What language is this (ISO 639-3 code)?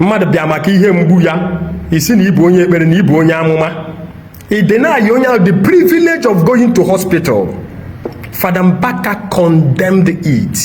ibo